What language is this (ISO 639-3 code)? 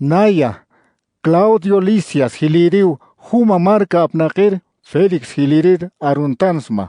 aym